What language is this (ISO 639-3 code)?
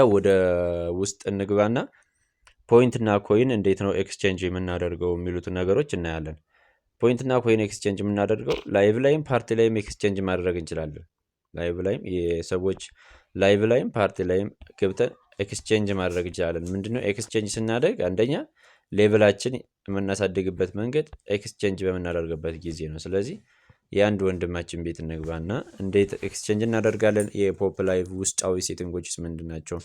amh